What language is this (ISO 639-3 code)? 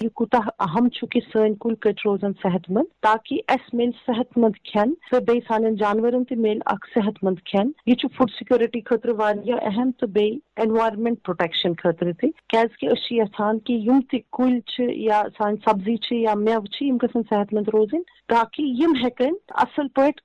kas